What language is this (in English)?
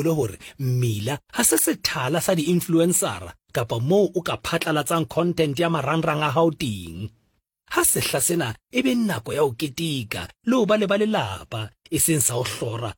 Southern Sotho